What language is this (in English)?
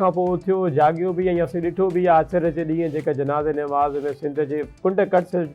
Sindhi